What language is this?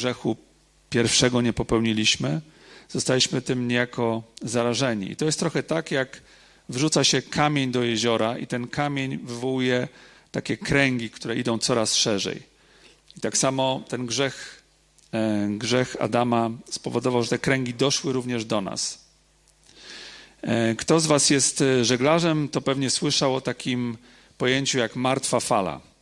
Polish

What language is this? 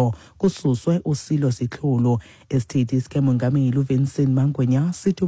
Xhosa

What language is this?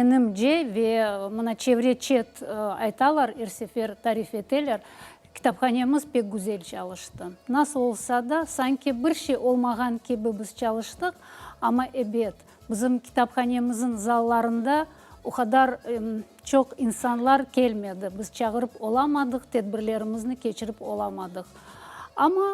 Crimean Tatar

